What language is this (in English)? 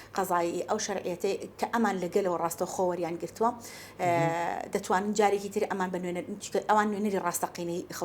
Central Kurdish